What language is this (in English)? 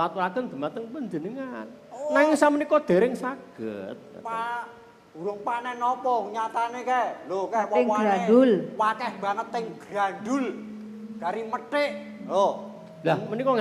Javanese